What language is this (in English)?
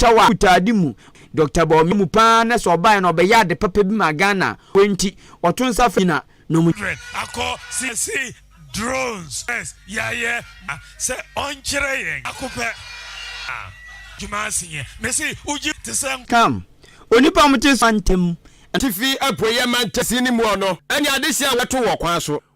Akan